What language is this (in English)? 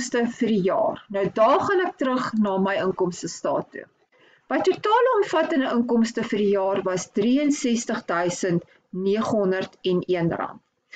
Afrikaans